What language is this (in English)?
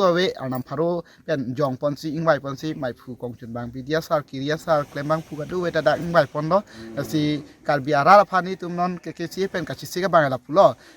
Karbi